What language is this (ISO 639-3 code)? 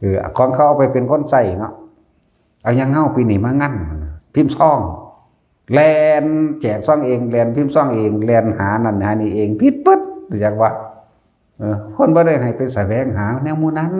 tts